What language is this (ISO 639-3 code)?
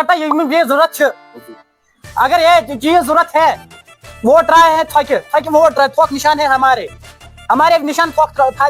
kas